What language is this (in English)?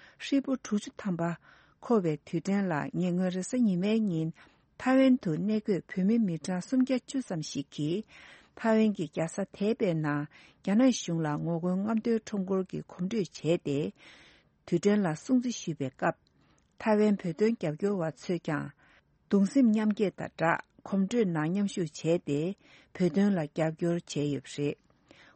Tibetan